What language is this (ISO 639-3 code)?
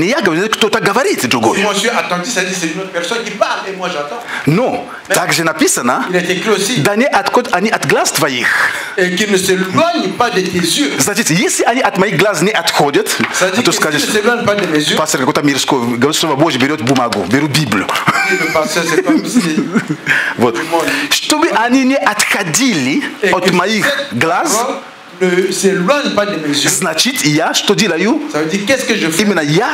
rus